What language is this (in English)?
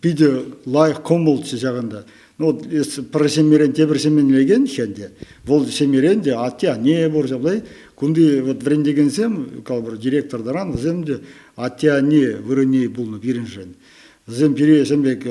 Chuvash